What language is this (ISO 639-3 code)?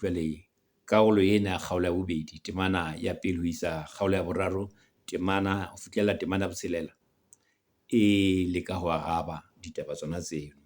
sot